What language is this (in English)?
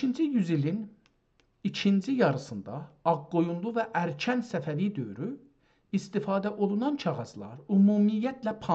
South Azerbaijani